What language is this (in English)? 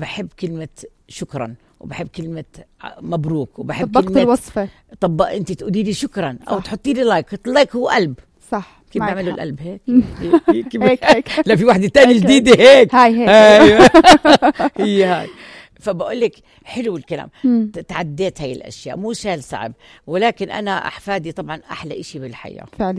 North Levantine Arabic